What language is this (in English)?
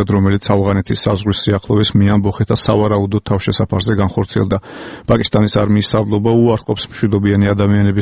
Georgian